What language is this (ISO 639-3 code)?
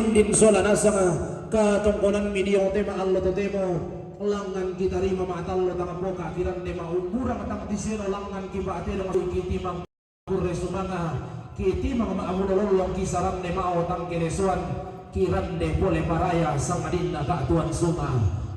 sda